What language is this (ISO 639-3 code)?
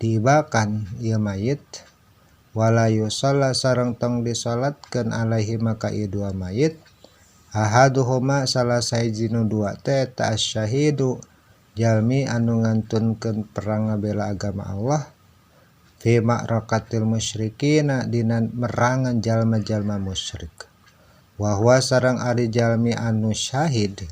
sun